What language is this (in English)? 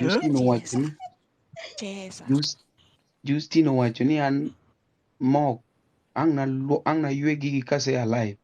Luo (Kenya and Tanzania)